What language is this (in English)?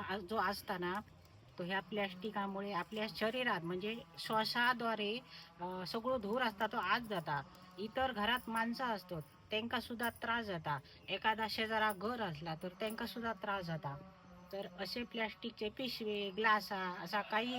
Konkani